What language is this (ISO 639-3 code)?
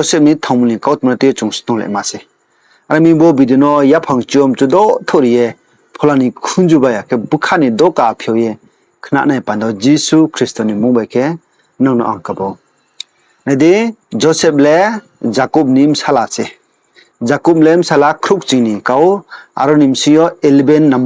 ria